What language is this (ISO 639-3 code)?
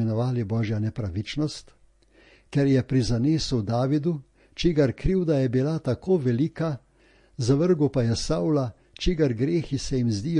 slv